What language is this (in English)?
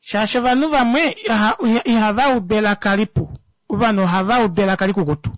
Kuanyama